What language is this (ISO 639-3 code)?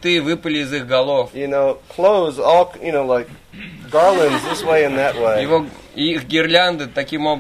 rus